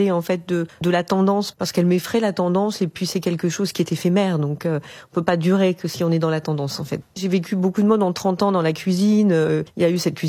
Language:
French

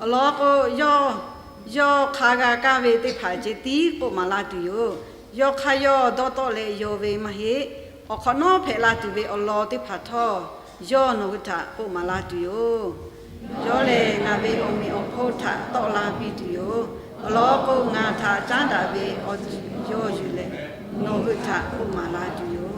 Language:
Lahu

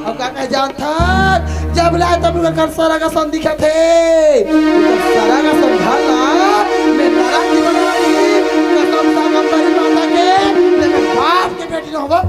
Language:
Chhattisgarhi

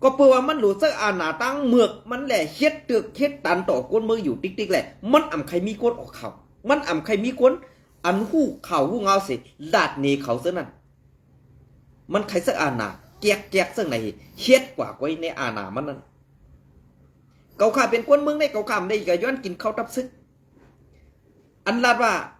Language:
Shan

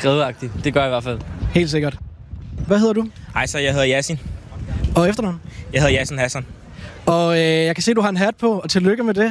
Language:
Danish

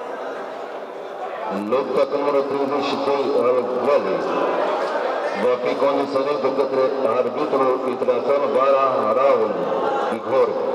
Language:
Romanian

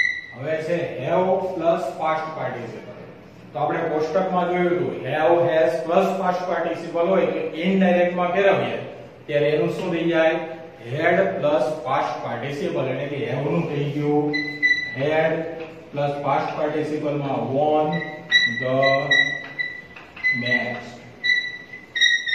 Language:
Gujarati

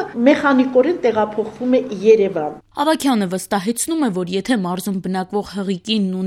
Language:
Armenian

